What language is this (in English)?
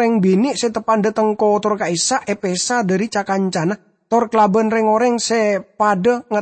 Madurese